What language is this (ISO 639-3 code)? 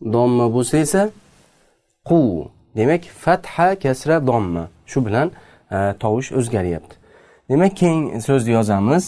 uzb